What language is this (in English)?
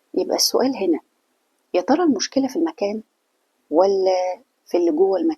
Egyptian Arabic